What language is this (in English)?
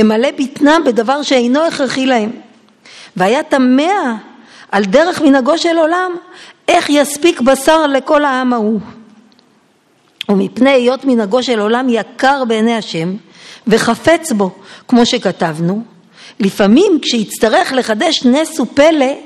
Hebrew